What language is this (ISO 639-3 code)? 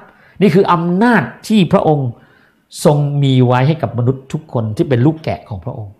tha